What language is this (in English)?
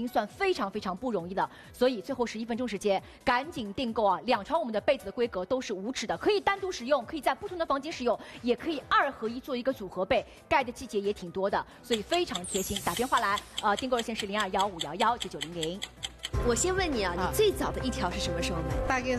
Chinese